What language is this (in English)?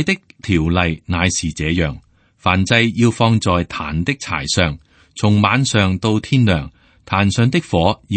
Cantonese